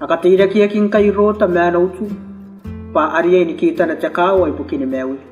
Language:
Gilbertese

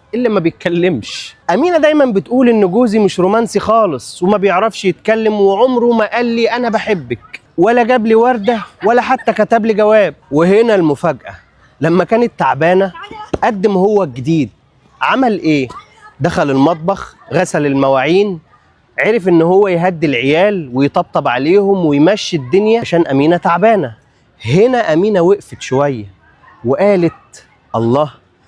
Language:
Egyptian Arabic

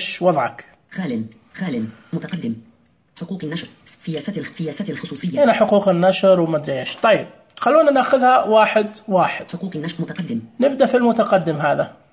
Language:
Najdi Arabic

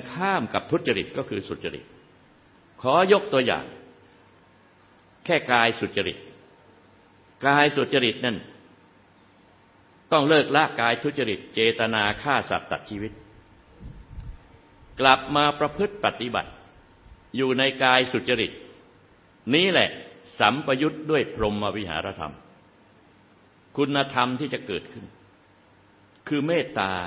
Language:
Thai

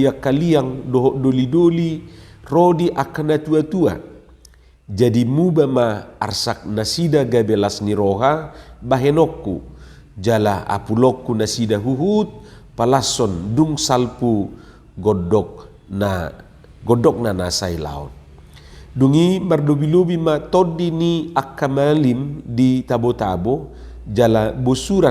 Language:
Batak Toba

